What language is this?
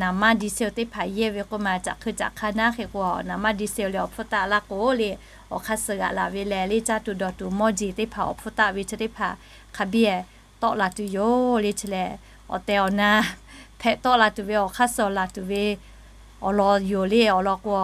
Lahu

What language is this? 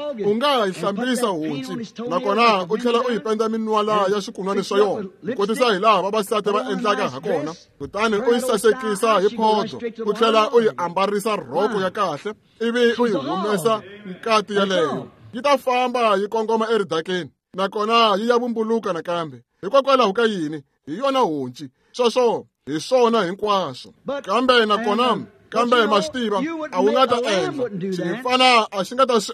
Tsonga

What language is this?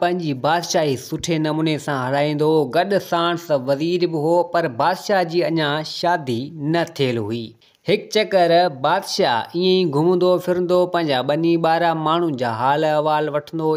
Sindhi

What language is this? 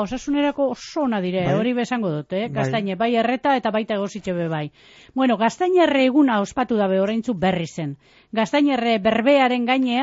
Basque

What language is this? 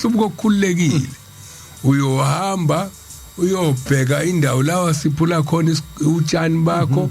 Zulu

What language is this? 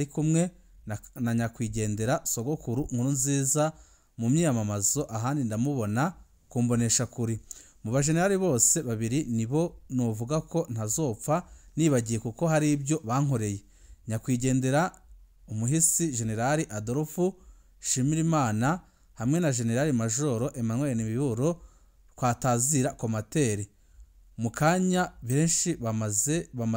Rundi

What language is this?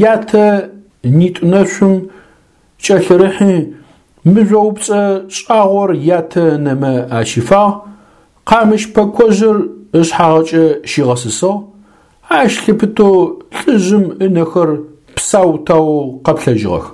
Adyghe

